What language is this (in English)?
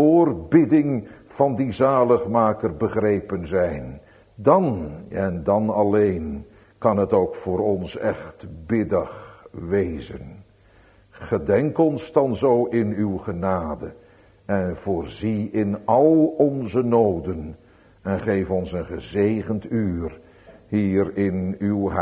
Dutch